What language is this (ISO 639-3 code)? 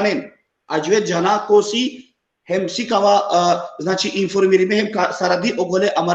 rmn